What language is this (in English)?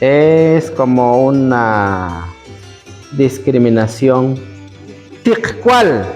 Kekchí